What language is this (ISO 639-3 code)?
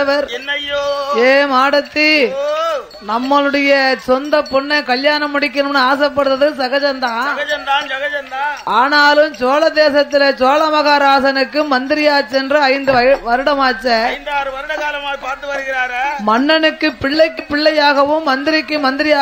tam